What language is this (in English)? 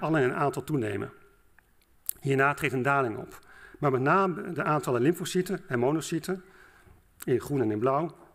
Dutch